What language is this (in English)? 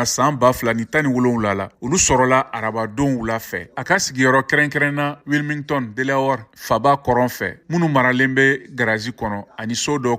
Bambara